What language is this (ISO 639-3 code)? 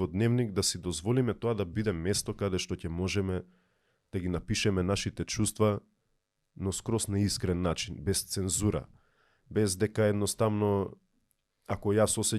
mkd